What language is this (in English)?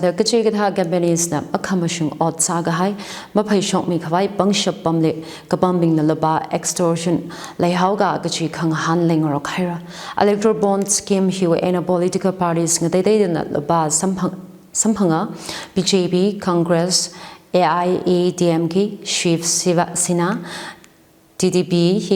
Tangkhul Naga (India)